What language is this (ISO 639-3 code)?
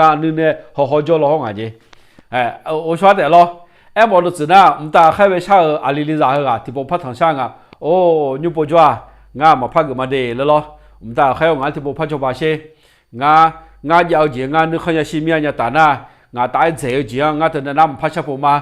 ahk